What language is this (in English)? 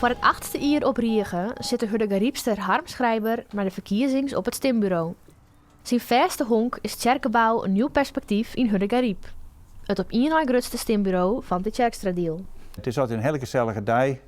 Western Frisian